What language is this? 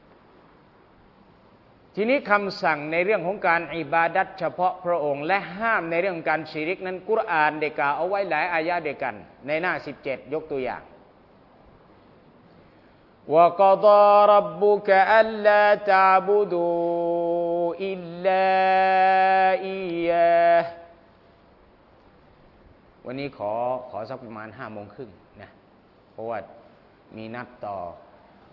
Thai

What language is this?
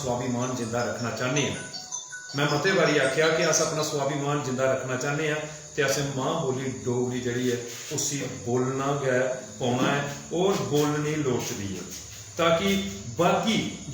Dogri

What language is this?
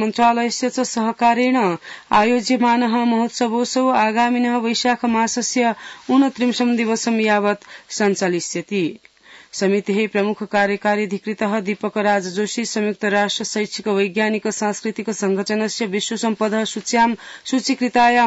Sanskrit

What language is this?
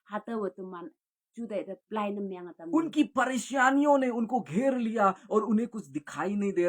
Konyak Naga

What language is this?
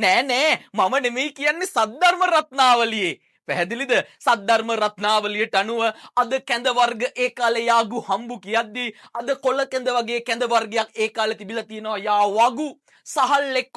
Sinhala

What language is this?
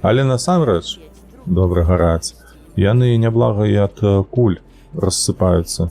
Belarusian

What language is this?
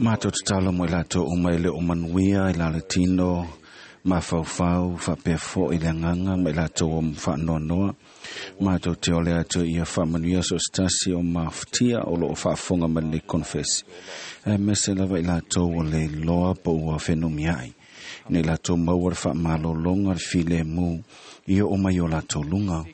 Samoan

